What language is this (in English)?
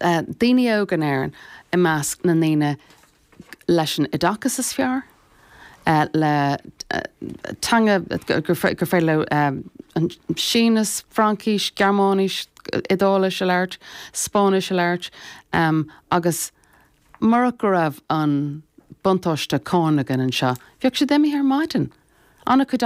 Irish